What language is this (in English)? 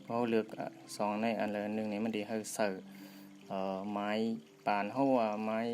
Shan